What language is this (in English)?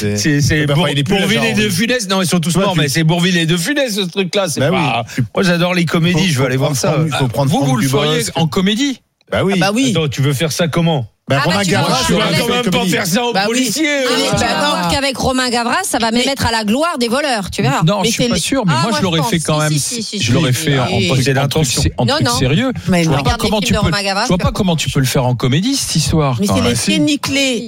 French